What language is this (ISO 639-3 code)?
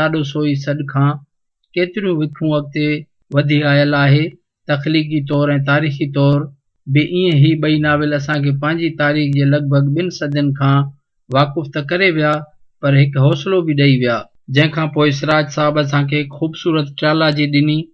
snd